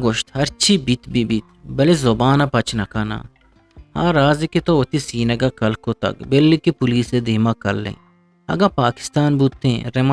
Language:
Eastern Balochi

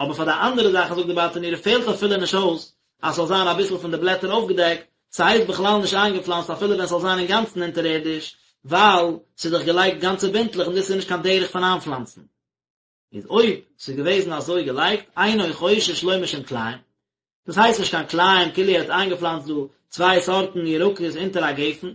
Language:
Yiddish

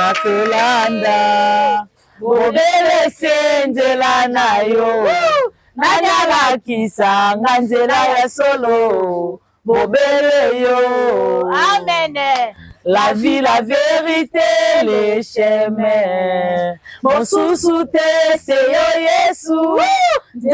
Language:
Lingala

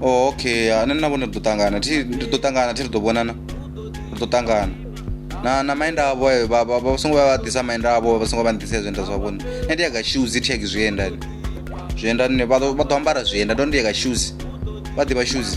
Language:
Venda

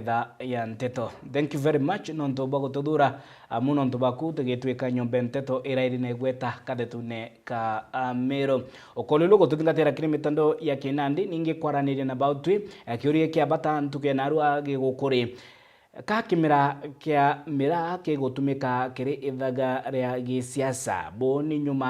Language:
Meru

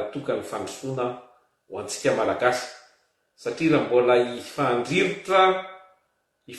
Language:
Malagasy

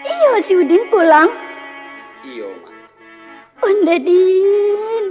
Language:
Minangkabau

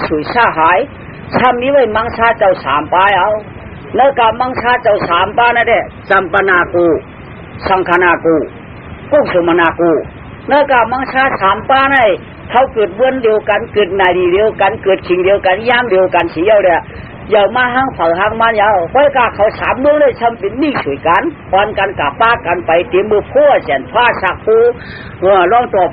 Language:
Shan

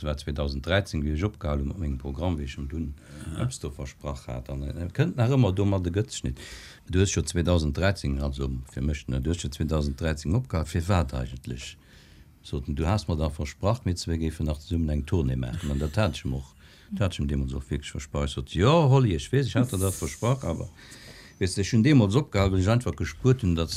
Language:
Luxembourgish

